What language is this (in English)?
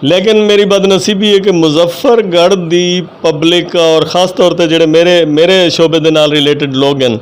Saraiki